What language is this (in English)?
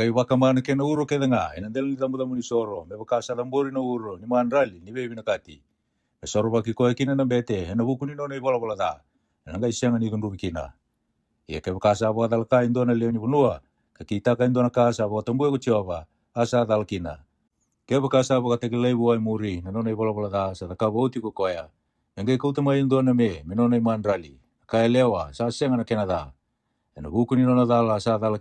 Fijian